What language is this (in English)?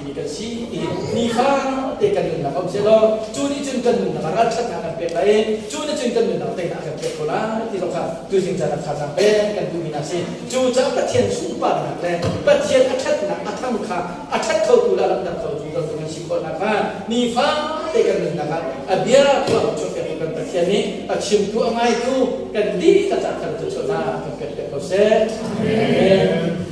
Hakha Chin